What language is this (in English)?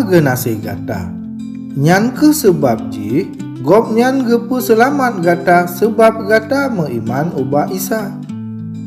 Achinese